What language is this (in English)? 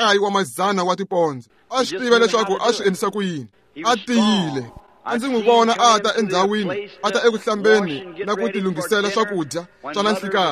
Tsonga